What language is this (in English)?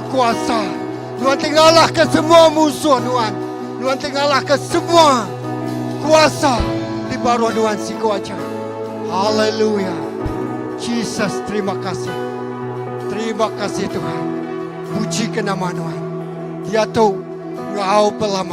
Iban